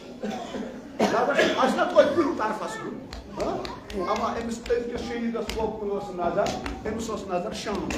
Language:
Kashmiri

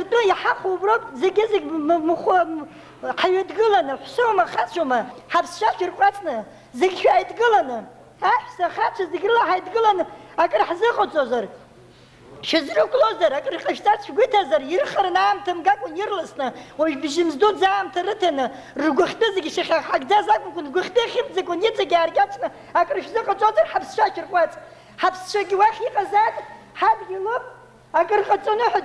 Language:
Abkhazian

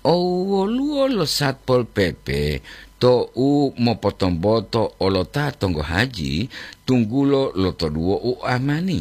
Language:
Gorontalo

